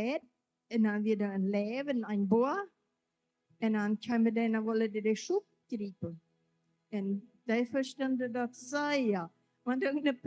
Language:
Plautdietsch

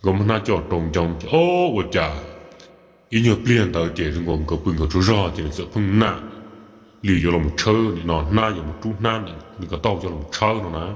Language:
Hmong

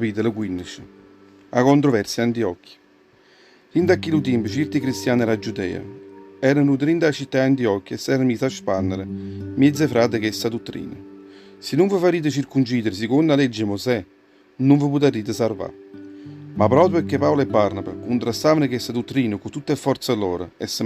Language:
Neapolitan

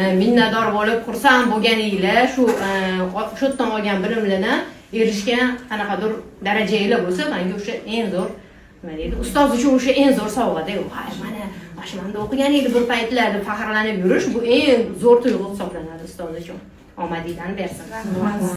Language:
Uzbek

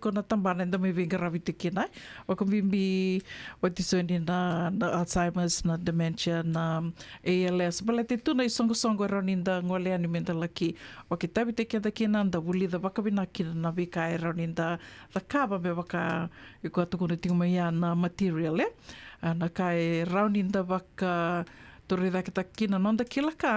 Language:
Fijian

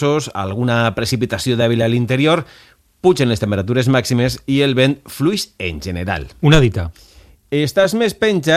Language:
Catalan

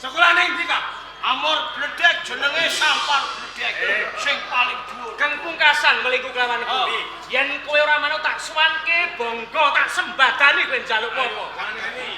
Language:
Javanese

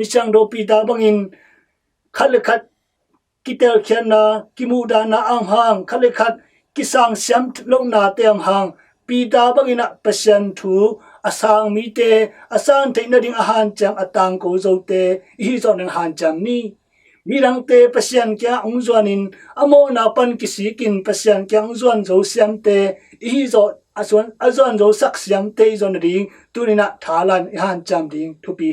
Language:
Tedim Chin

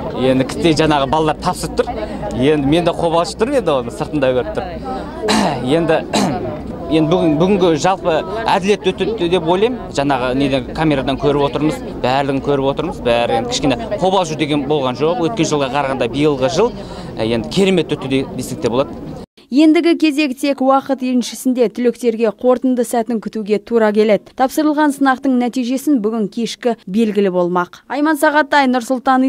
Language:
Kazakh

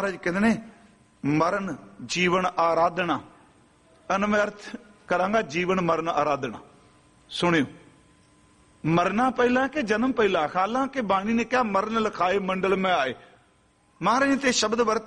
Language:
Punjabi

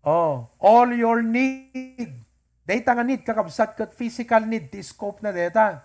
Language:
Iloko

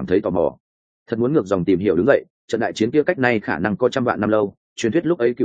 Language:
Vietnamese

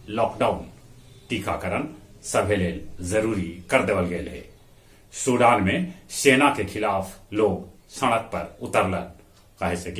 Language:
Magahi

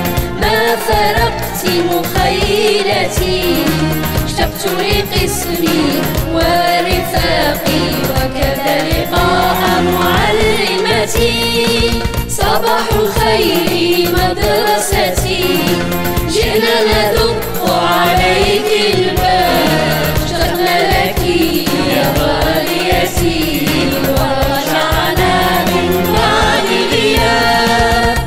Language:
Algerian Arabic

